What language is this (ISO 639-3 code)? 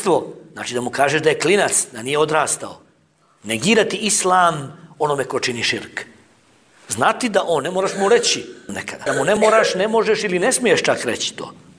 bos